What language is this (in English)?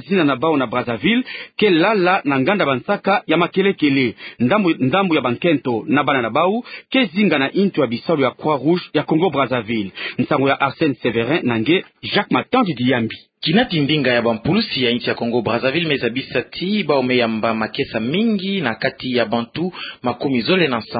Kituba (Democratic Republic of Congo)